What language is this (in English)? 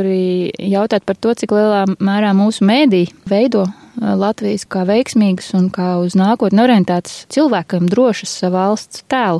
Latvian